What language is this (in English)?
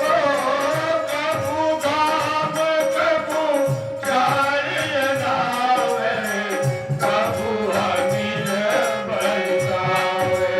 Chhattisgarhi